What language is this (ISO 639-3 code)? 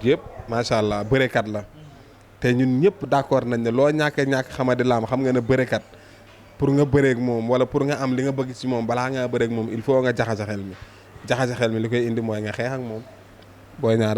wol